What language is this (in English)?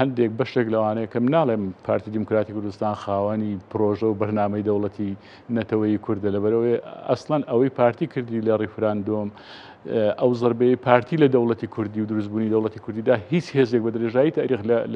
Central Kurdish